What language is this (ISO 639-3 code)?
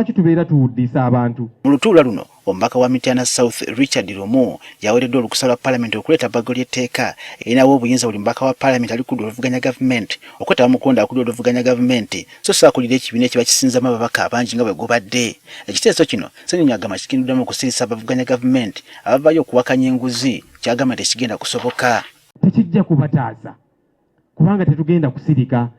lug